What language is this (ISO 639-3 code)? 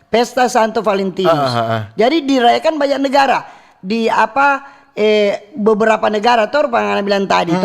xmm